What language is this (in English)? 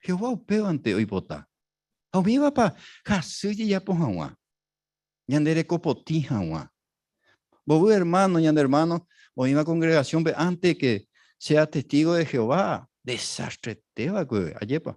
Guarani